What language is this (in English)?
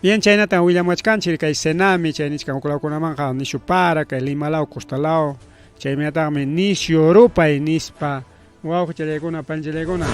Ayacucho Quechua